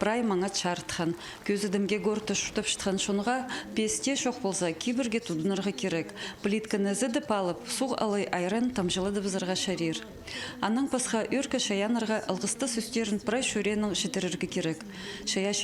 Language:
Khakas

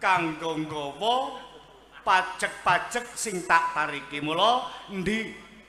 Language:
Javanese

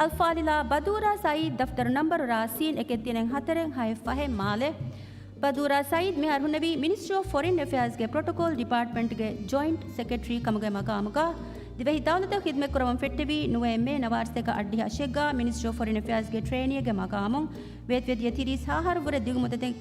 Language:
Divehi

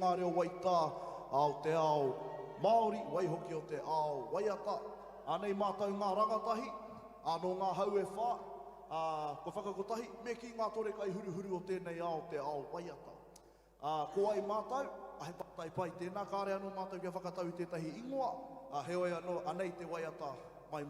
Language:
Māori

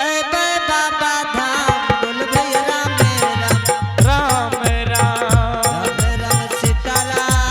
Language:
Angika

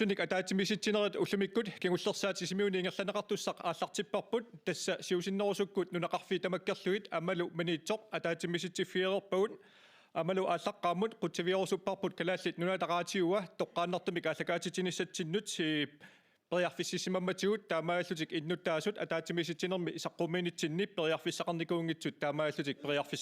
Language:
Kalaallisut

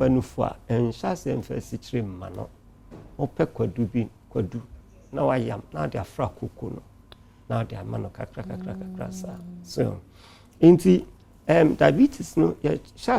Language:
Akan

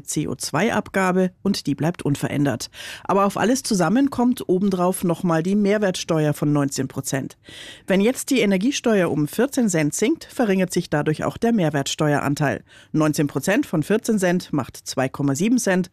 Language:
German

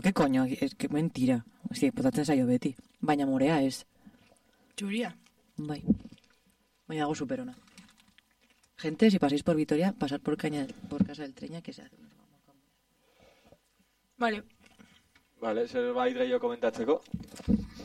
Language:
Basque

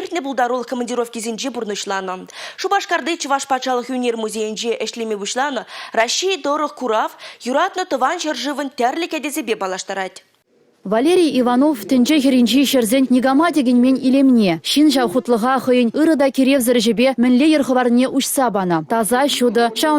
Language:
Chuvash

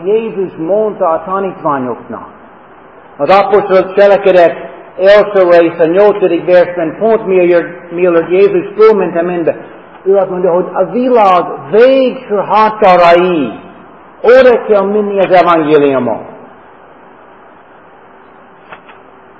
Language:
Hungarian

